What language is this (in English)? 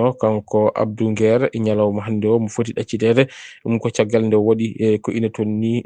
Fula